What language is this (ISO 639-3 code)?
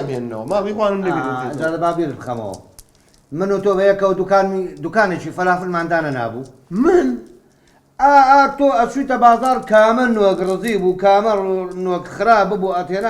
ckb